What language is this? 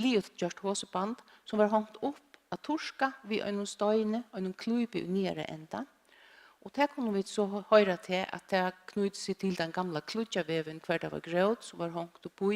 Faroese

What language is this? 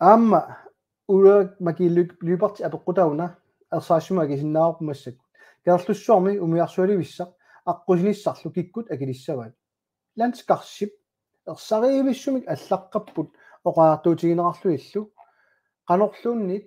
Kalaallisut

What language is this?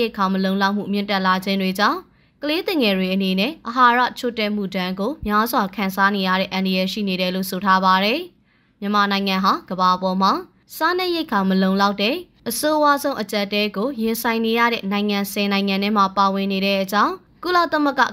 Burmese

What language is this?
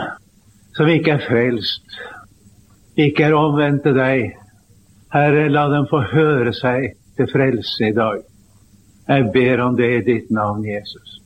Norwegian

